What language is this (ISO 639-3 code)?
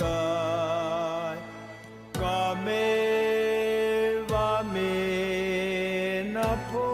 ctd